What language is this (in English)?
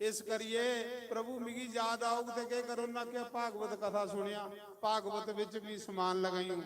Dogri